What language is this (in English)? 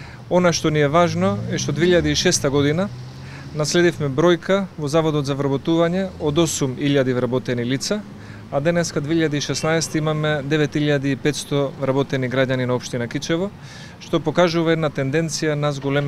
Macedonian